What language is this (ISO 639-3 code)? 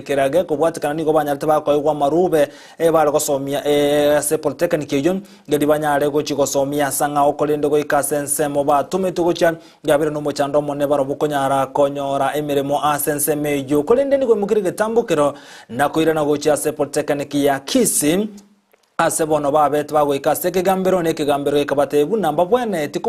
guz